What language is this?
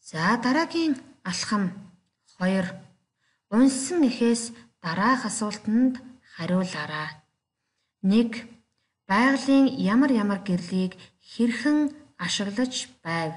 Mongolian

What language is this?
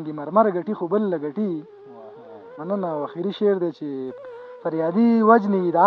Pashto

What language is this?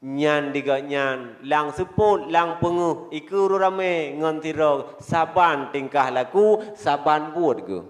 Achinese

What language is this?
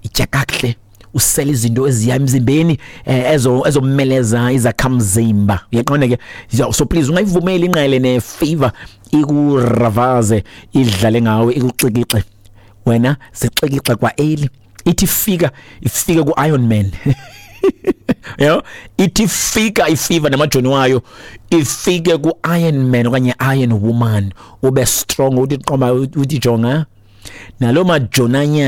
Xhosa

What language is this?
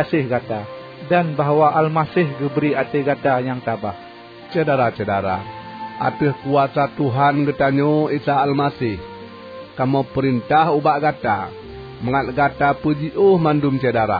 Achinese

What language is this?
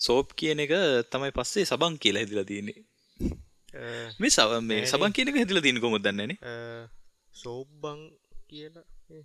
Sinhala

